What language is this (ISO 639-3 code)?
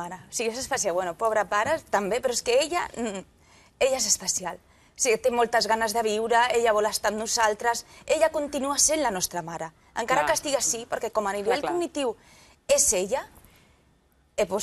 cat